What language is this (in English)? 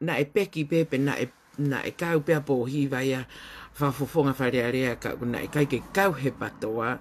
Tongan